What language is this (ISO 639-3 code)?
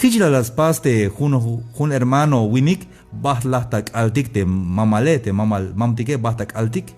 tzh